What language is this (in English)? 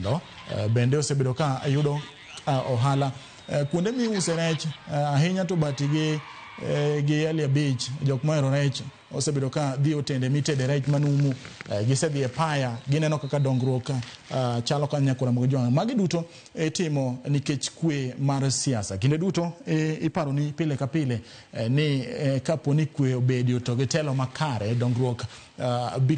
Luo (Kenya and Tanzania)